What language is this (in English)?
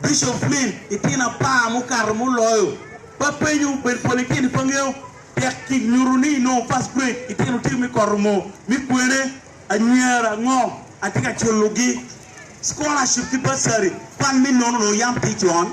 Acoli